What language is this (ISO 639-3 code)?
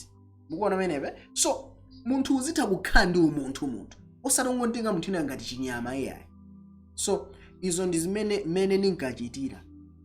nya